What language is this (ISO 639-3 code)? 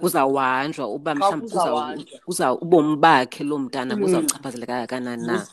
xho